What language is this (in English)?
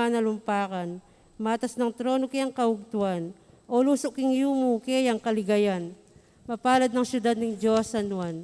Pampanga